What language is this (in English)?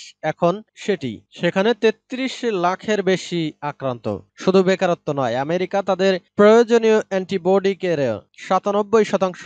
Bangla